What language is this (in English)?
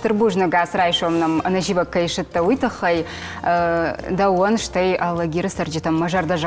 Ossetic